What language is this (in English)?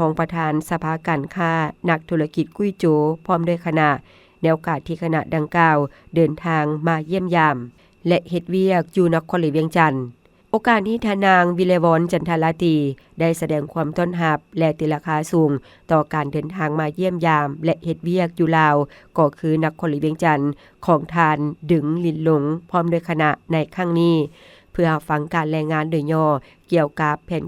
Lao